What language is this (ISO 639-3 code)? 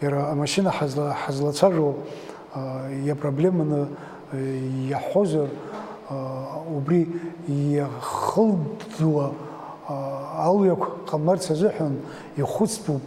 abk